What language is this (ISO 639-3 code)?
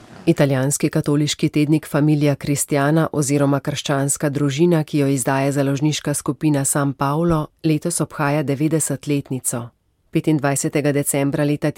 slv